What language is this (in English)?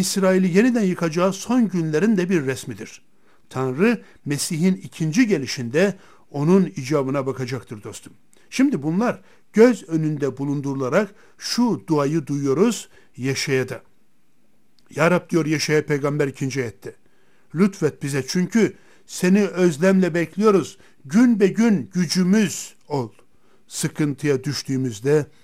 Turkish